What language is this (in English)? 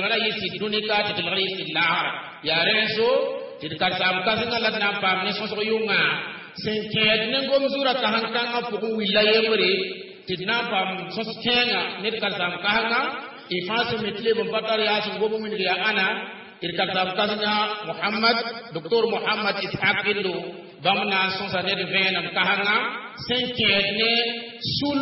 Mossi